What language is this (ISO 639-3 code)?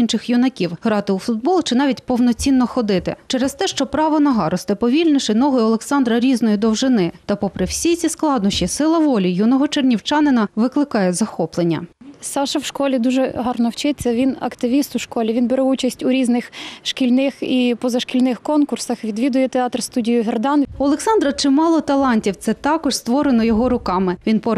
ukr